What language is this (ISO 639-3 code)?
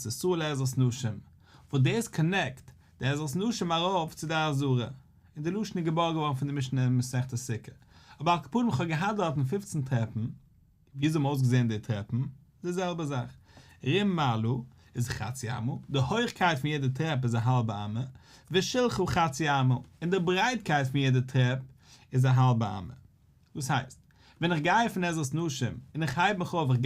yid